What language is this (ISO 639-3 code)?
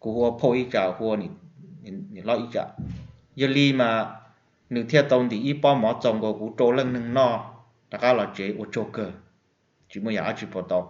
hmn